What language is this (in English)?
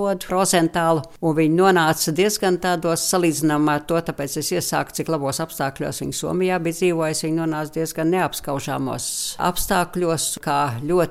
Latvian